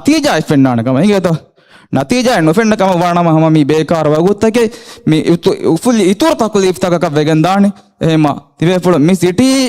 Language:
Divehi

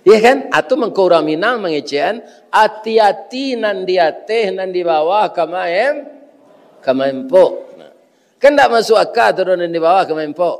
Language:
Minangkabau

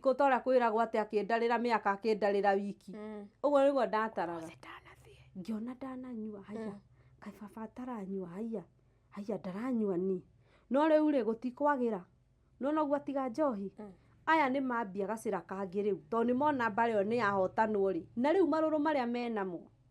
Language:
Kikuyu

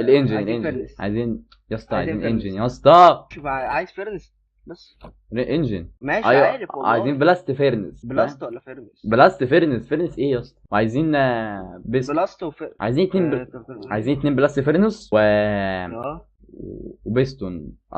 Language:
Egyptian Arabic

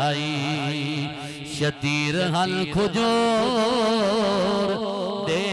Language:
Saraiki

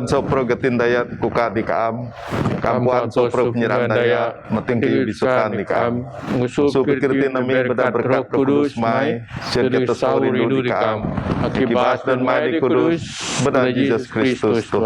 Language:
Biatah Bidayuh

